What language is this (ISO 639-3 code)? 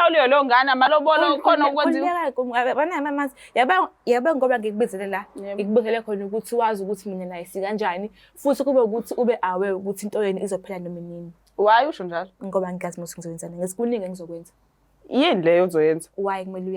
zul